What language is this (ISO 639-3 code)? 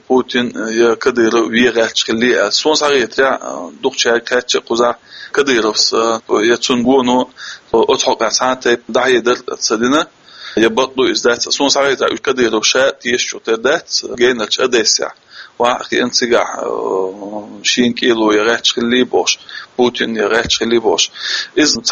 che